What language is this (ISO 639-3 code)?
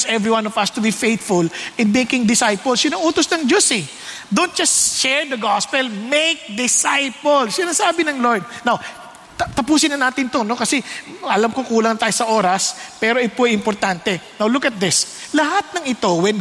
fil